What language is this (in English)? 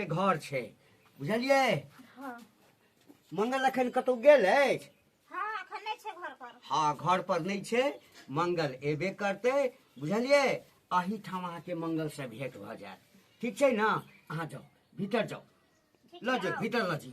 Maithili